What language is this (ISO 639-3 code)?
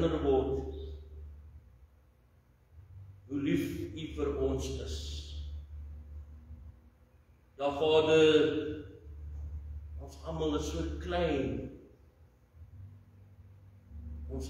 afr